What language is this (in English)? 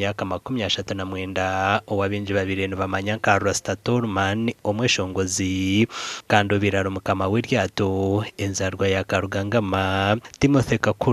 Nyankole